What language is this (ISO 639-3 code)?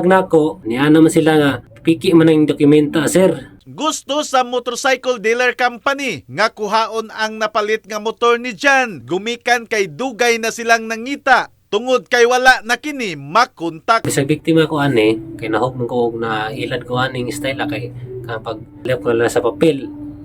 ceb